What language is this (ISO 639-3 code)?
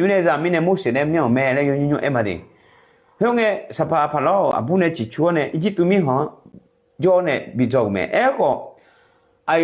ahk